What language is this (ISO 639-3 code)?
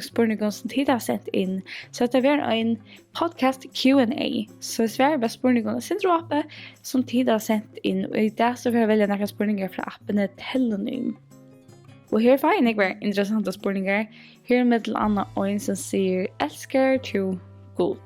fao